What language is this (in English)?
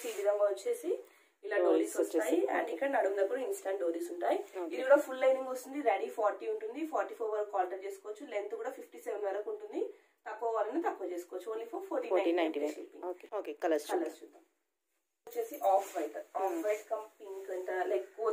Telugu